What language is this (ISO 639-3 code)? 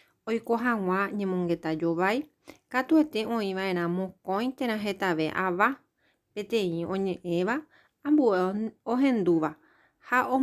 grn